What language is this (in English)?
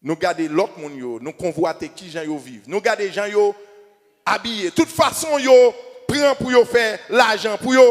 Haitian Creole